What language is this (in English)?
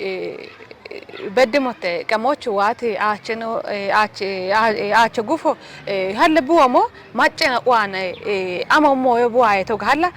Kafa